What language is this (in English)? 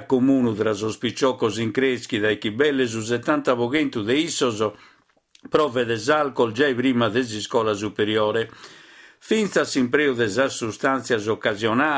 Sardinian